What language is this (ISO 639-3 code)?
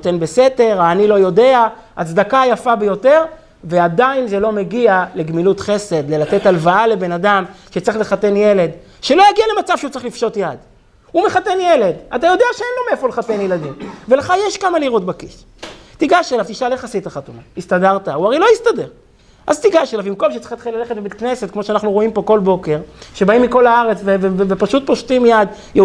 heb